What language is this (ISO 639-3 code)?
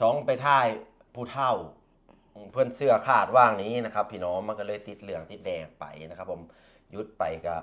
lao